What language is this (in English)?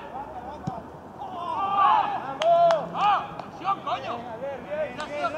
Spanish